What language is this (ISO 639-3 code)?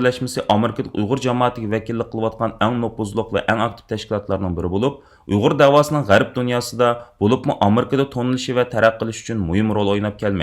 uig